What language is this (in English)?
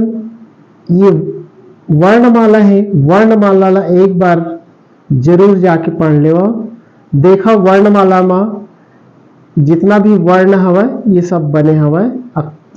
Chhattisgarhi